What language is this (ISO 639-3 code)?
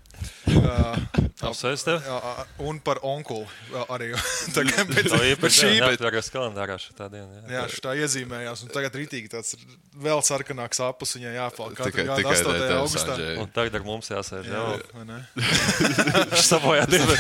lav